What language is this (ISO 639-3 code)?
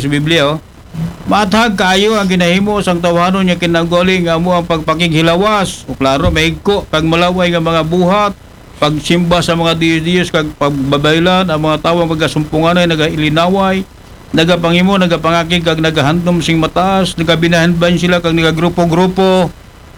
akl